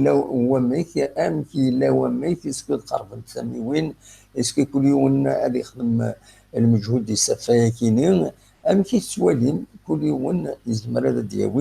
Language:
Kabyle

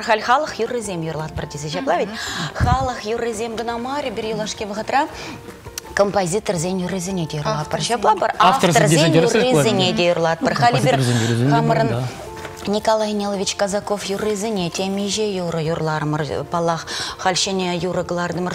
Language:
Chuvash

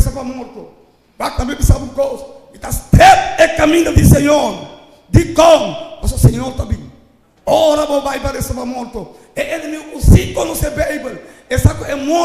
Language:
Papiamento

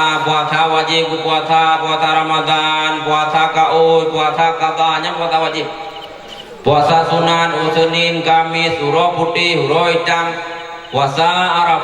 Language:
Achinese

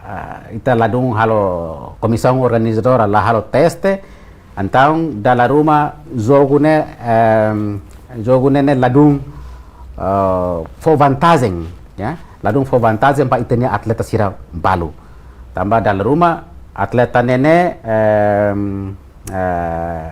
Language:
Tetum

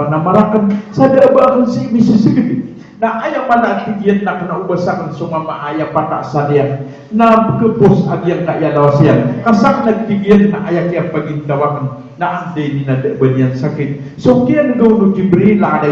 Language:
Maranao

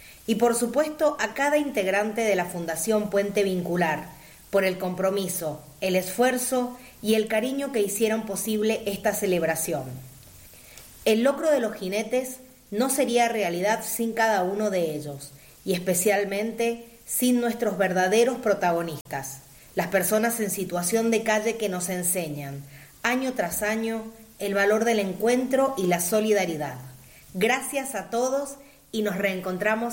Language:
Spanish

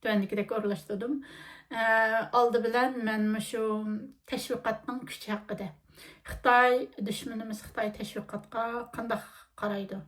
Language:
Uyghur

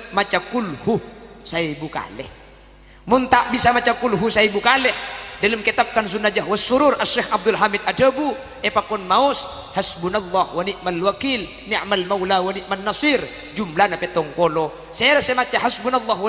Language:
Madurese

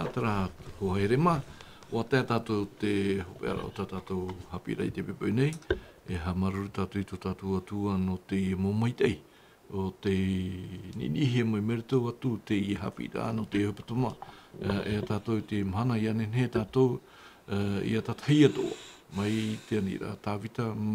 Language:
Tahitian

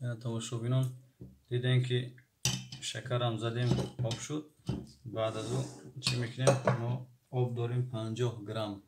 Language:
Tajik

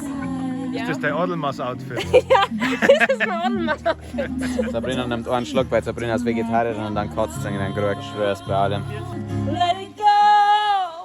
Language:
Bavarian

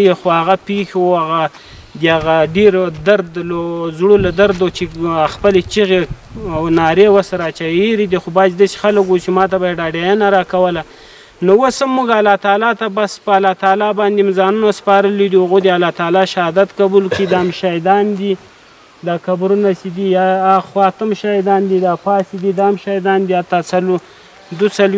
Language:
Pashto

